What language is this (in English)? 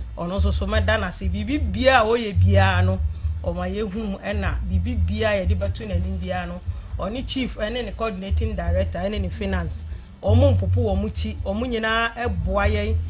Akan